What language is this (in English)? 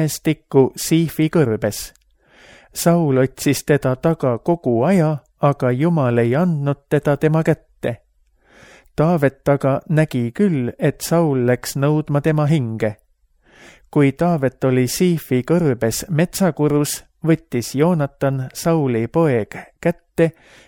Estonian